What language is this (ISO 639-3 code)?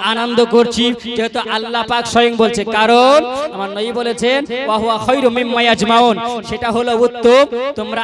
ben